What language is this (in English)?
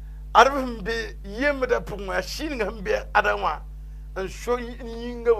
Mossi